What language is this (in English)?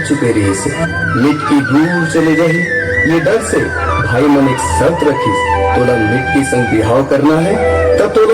Chhattisgarhi